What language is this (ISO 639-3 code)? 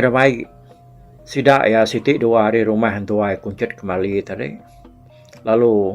iba